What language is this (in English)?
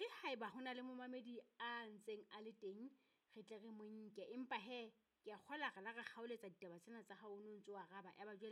Southern Sotho